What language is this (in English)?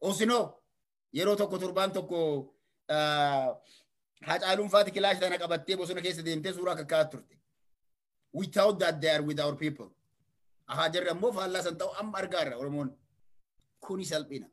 Oromo